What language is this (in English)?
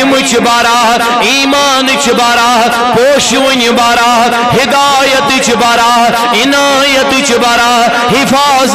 Kashmiri